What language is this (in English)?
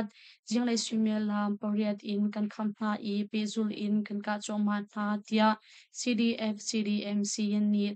Hakha Chin